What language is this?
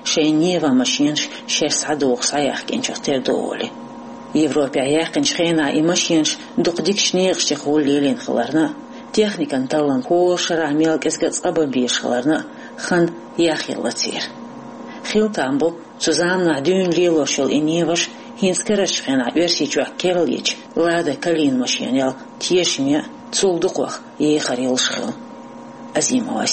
Chechen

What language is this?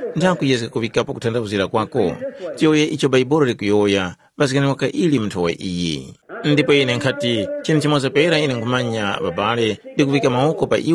Tumbuka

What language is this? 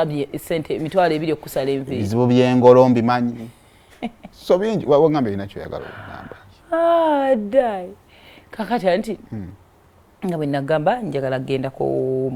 Ganda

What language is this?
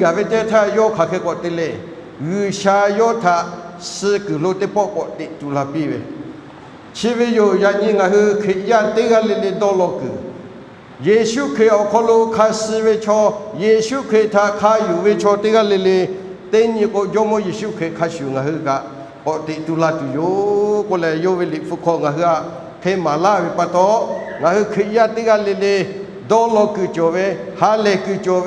Lahu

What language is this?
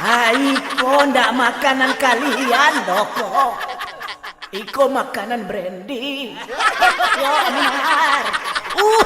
Minangkabau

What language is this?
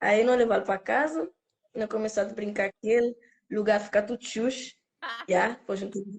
Kabuverdianu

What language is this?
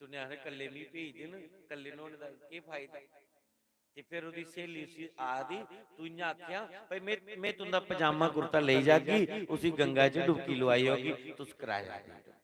Dogri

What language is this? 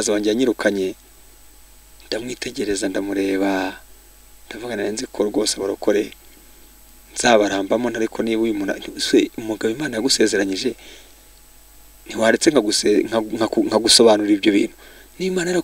Kinyarwanda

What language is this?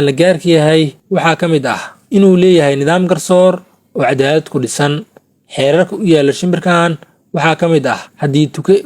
Somali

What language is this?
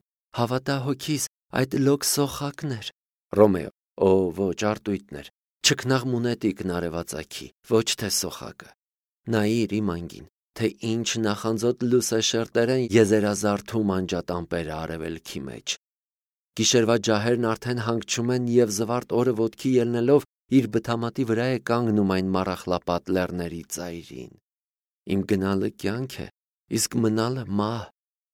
Armenian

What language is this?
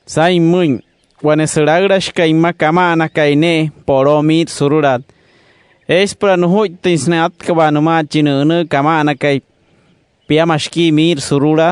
Wayuu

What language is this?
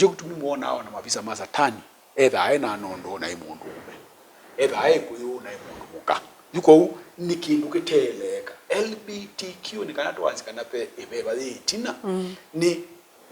Kamba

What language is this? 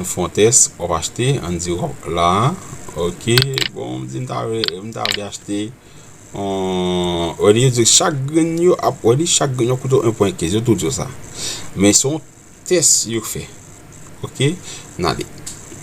Haitian Creole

